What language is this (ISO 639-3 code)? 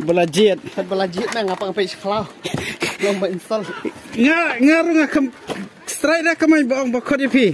kha